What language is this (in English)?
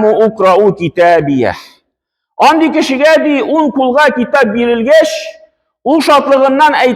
Tatar